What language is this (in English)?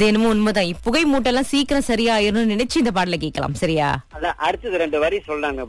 Tamil